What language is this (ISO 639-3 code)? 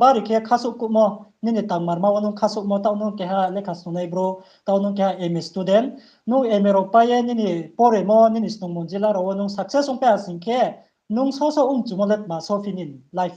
ria